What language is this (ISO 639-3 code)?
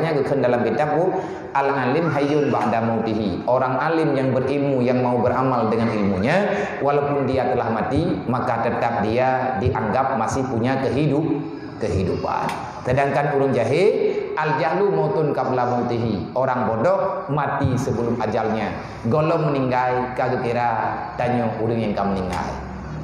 ace